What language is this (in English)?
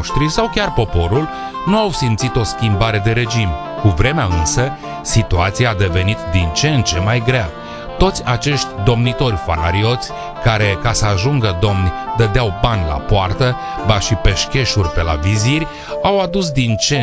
Romanian